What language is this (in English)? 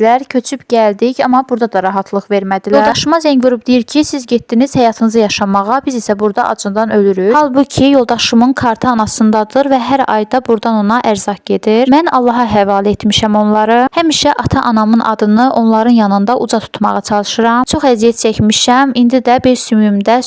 Azerbaijani